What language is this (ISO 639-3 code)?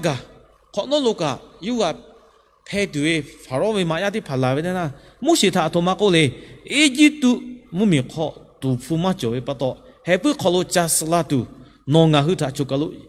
lhu